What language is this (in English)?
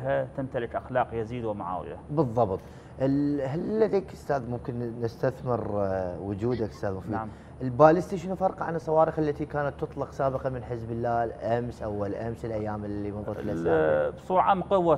Arabic